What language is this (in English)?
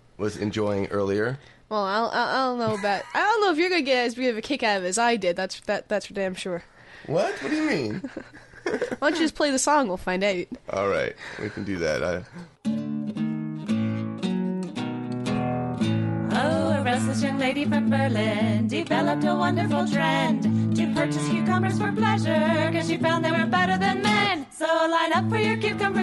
English